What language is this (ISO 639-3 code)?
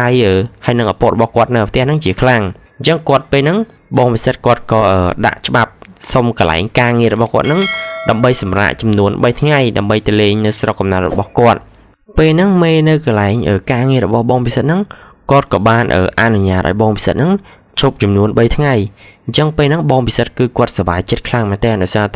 khm